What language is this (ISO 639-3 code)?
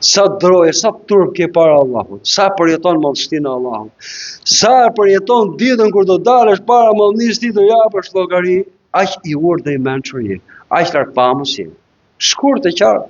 sqi